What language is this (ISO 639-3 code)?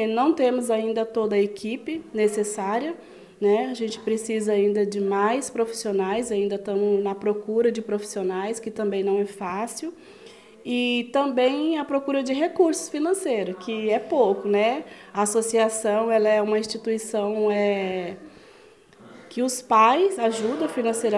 por